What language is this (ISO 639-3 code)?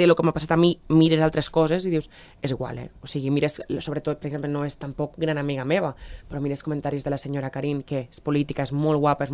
cat